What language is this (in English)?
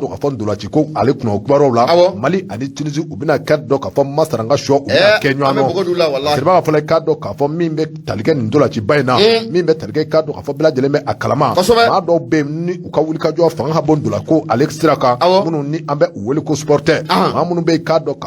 Bambara